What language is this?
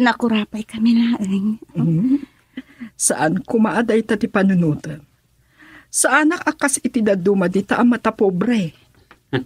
Iloko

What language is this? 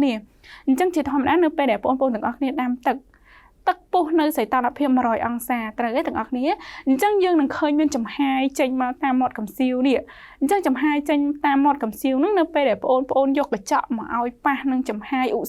Khmer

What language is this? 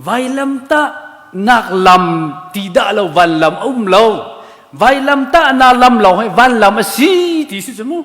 Hakha Chin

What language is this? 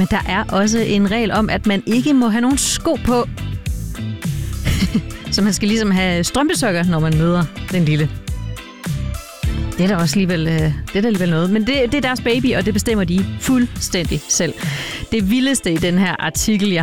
Danish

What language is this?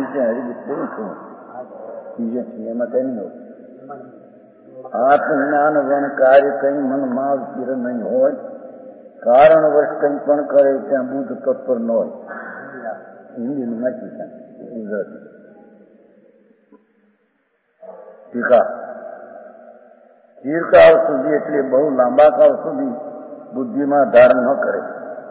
Gujarati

